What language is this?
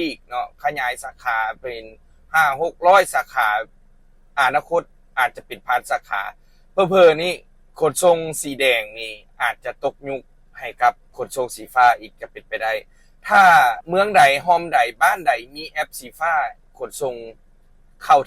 Lao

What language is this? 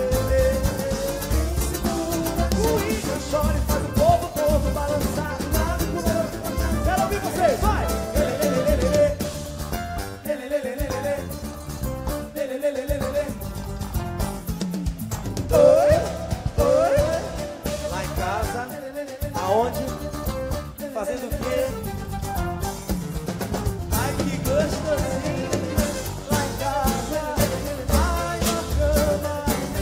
Portuguese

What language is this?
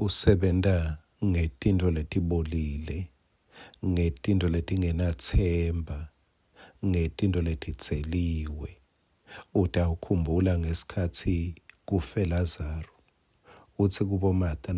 Swati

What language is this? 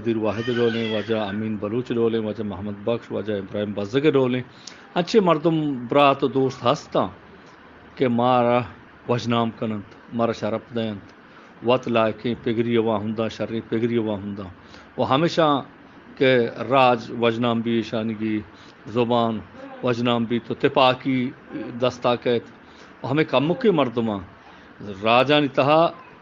Eastern Balochi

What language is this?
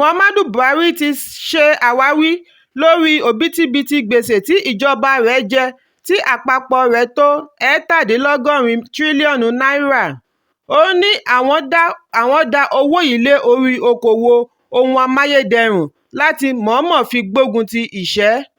Yoruba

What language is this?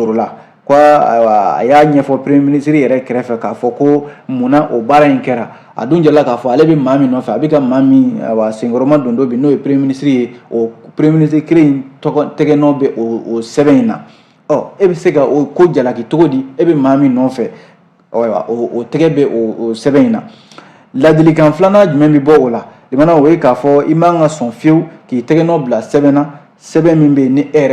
Bambara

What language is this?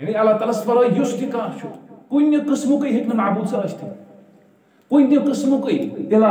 Kashmiri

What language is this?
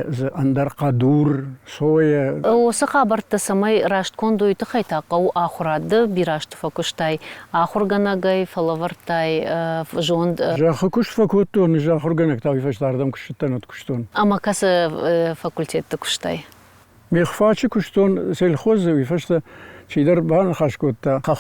Ossetic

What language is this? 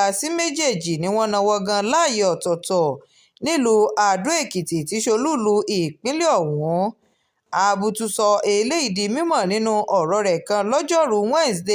Yoruba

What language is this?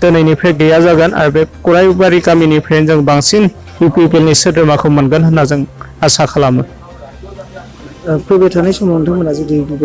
Bodo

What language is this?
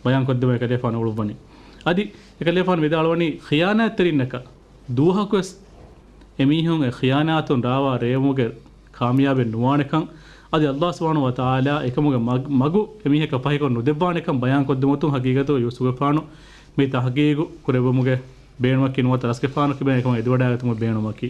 Divehi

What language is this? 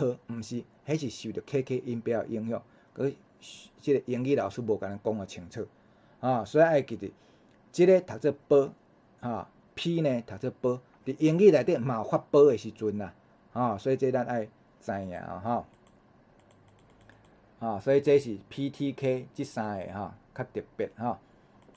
Min Nan Chinese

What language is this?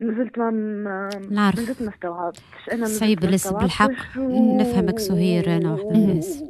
Tunisian Arabic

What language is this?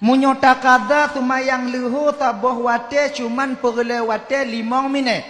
Achinese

